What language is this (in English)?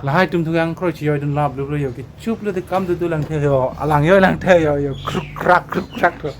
Karbi